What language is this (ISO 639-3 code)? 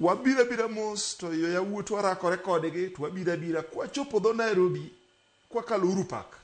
luo